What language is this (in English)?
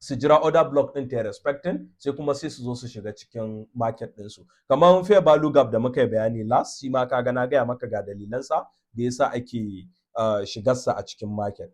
Hausa